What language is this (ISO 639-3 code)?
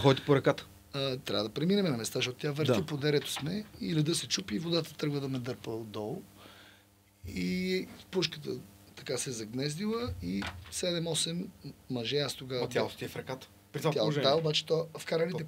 bul